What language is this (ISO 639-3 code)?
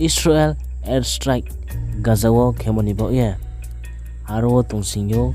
ria